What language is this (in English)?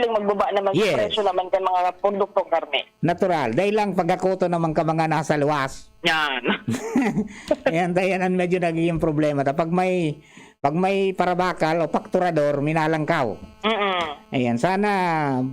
Bikol